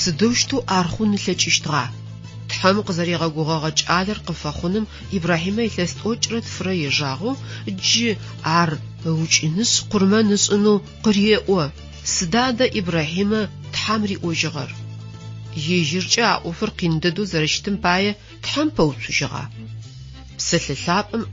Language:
Adyghe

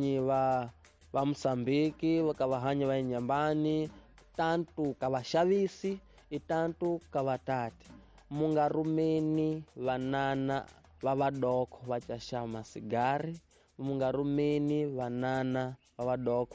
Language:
Tsonga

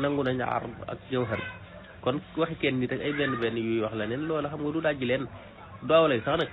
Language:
Wolof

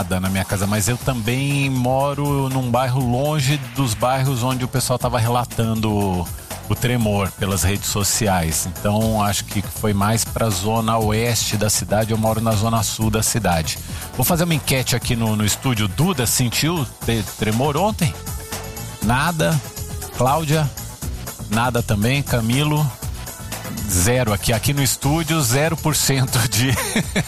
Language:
Portuguese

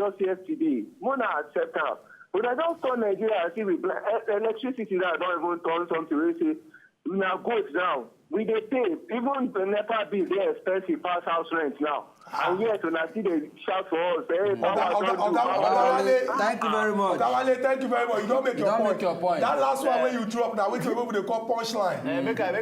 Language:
Nigerian Pidgin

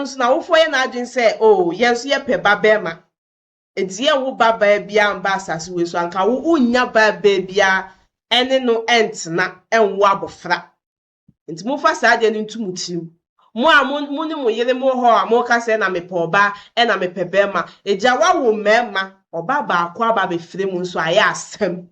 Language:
Akan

